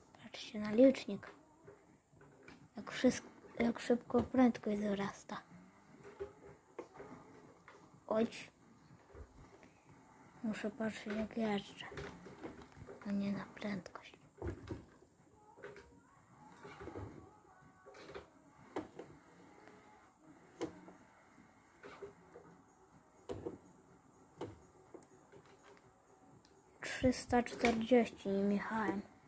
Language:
Polish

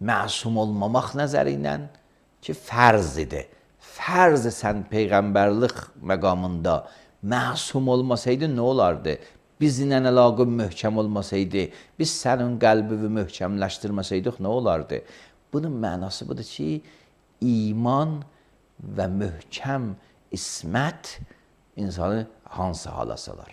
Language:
Azerbaijani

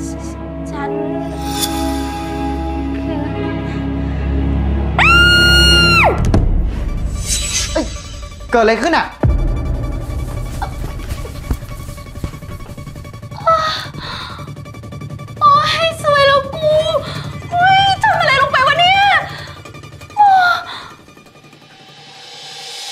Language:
Thai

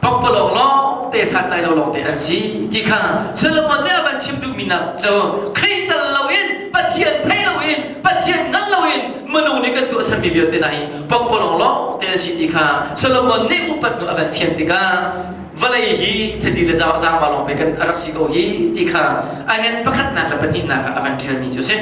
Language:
Hakha Chin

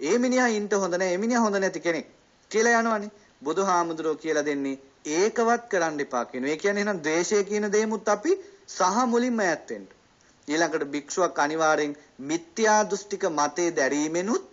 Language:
Sinhala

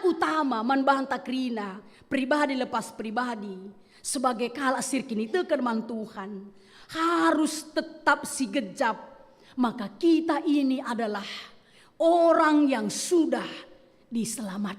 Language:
Batak Karo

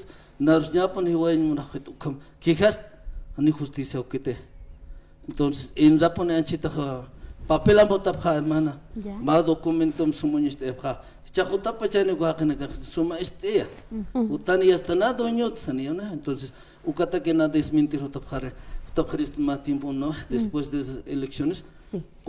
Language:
Aymara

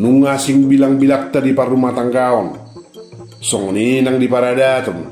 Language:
Batak Toba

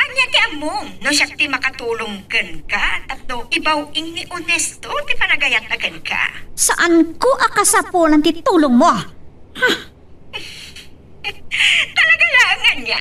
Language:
Iloko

